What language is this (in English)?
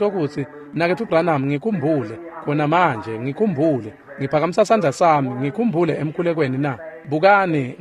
Swati